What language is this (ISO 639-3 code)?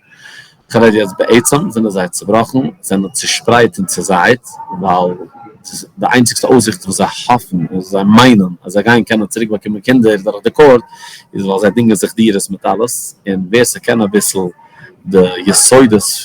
yid